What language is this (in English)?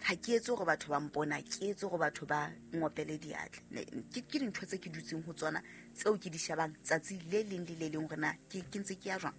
Southern Sotho